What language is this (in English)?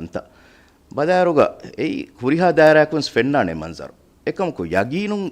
Divehi